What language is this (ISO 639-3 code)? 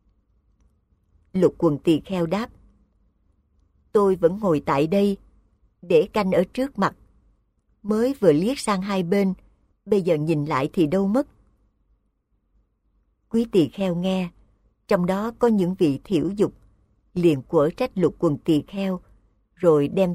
vie